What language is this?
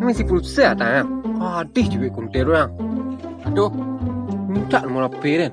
Minangkabau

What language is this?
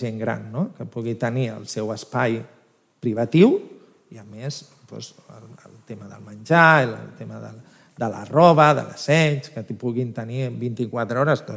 Catalan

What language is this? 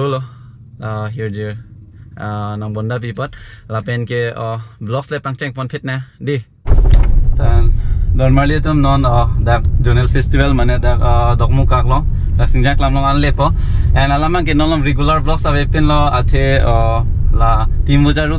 Karbi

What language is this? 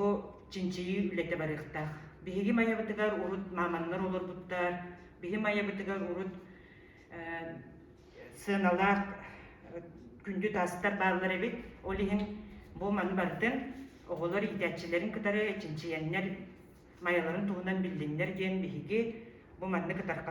Yakut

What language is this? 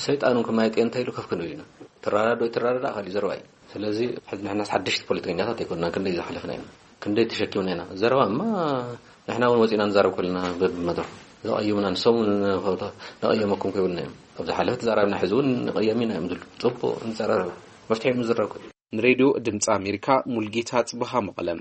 Tigrinya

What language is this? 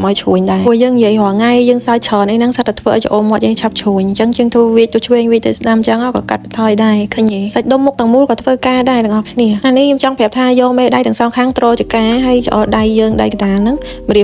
Khmer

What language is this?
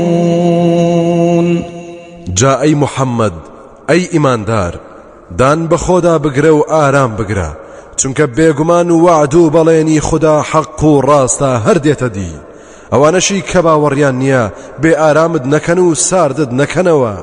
Central Kurdish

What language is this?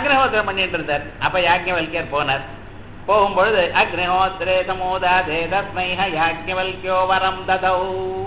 Tamil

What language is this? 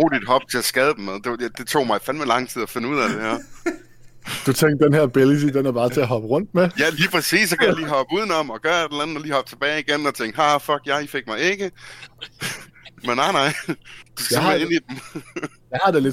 Danish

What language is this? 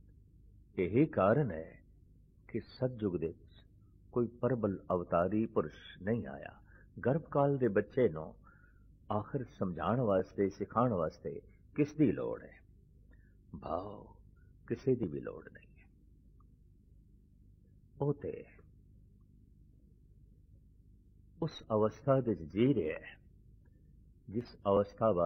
Punjabi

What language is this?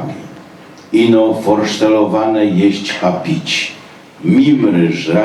Silesian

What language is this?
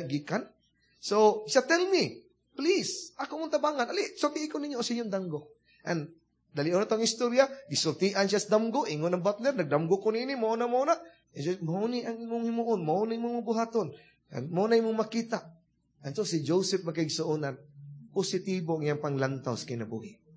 Cebuano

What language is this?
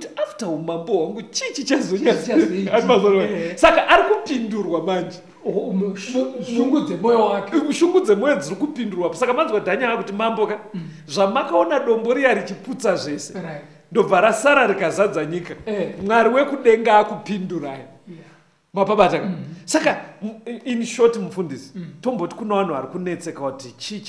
Shona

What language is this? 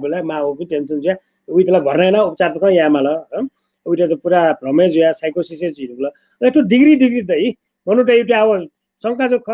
Newari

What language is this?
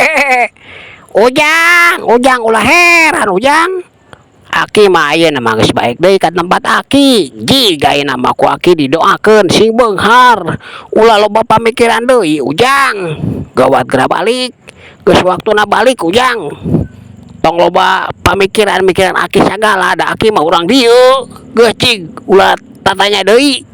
Sundanese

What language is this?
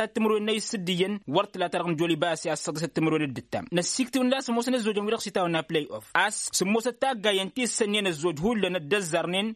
Tamasheq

